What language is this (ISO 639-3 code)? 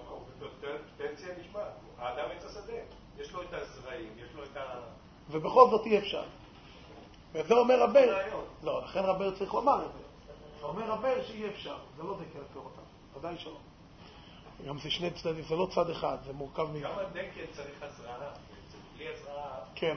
heb